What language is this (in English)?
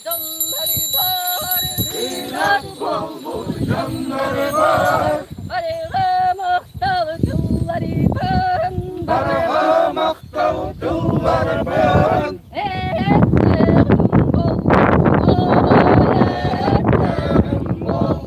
Yakut